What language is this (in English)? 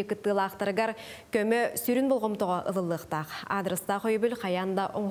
Yakut